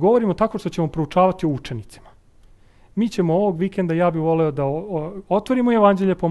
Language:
Serbian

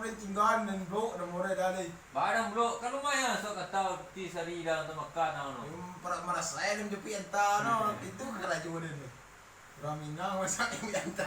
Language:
Minangkabau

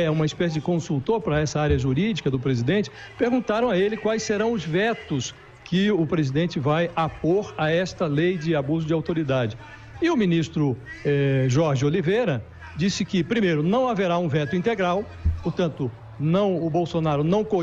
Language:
Portuguese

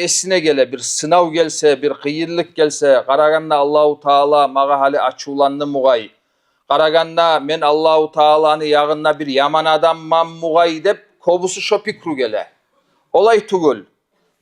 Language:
Kumyk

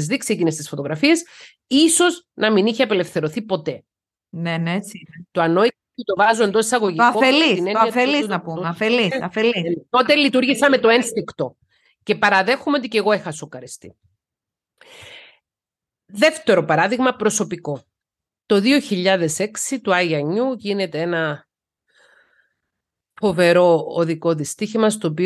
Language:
Greek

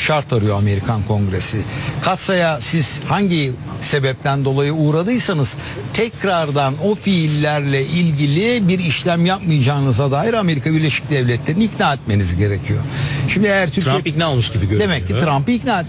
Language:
Turkish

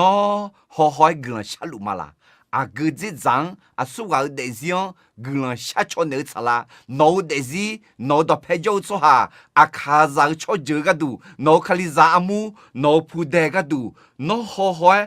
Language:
Akha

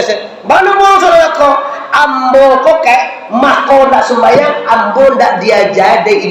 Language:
Minangkabau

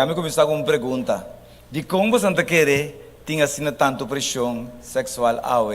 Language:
Papiamento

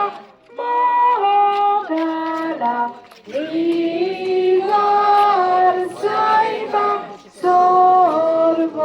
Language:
Konkani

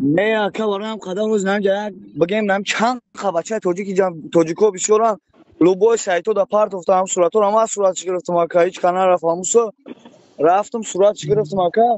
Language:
Tajik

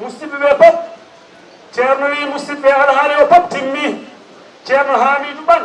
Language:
Fula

